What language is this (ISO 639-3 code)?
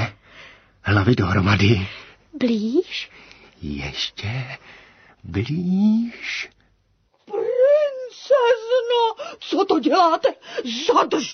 ces